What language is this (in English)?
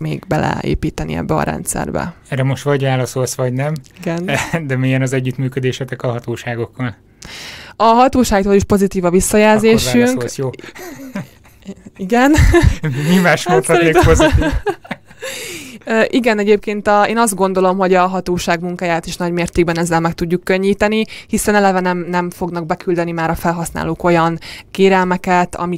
Hungarian